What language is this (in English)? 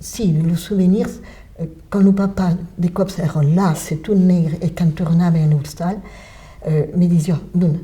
Occitan